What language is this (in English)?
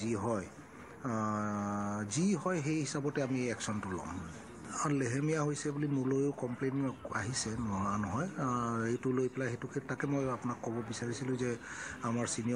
Assamese